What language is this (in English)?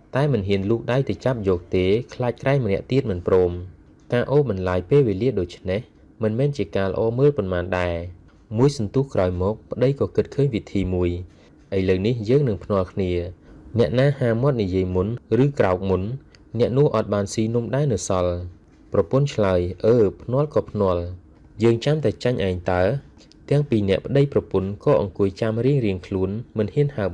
Khmer